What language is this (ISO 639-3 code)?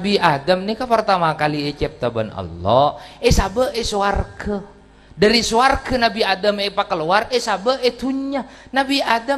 mad